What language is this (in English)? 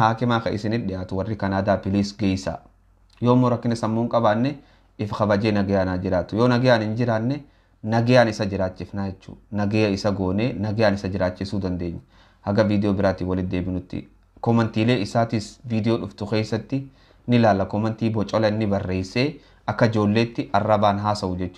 Oromo